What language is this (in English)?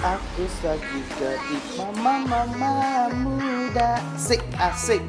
Musi